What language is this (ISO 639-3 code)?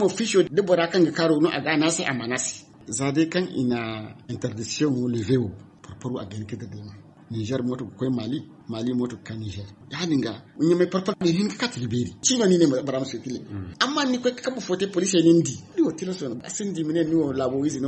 dje